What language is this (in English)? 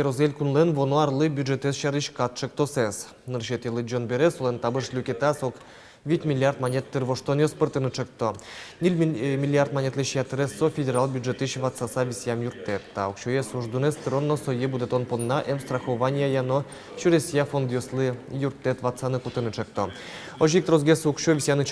Udmurt